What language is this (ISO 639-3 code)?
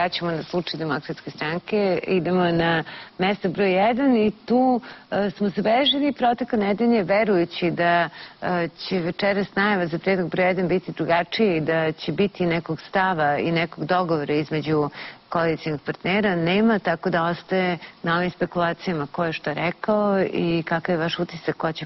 srp